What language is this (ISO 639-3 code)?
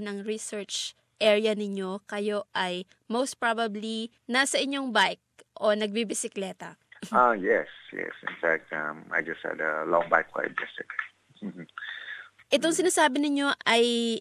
fil